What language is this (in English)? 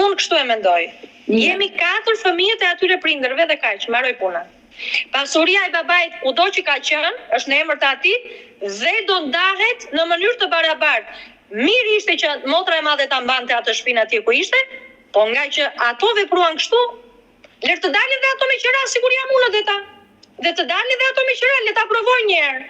Albanian